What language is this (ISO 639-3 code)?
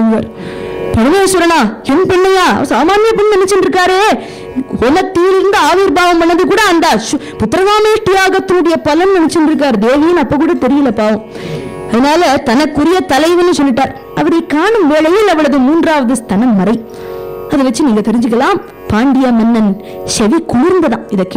tam